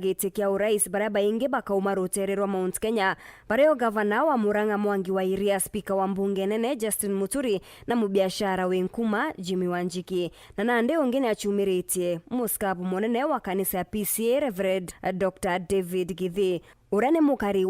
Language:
Meru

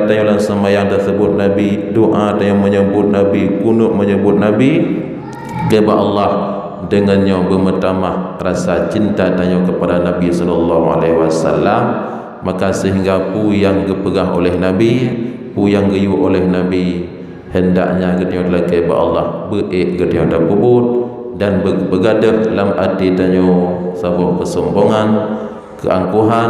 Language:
Achinese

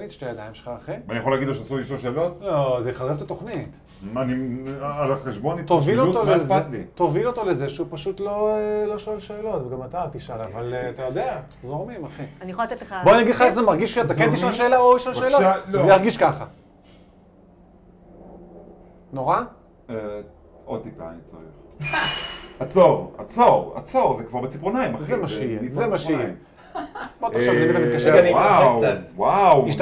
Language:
Hebrew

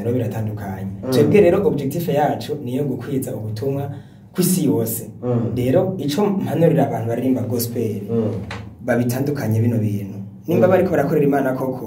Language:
Rundi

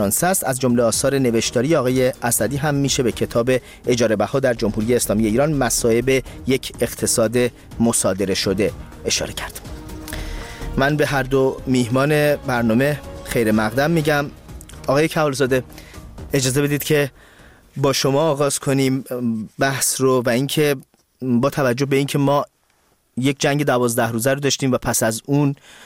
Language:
Persian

